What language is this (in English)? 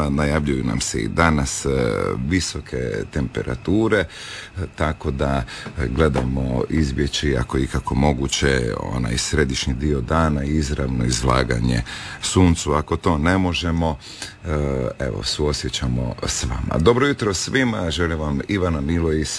Croatian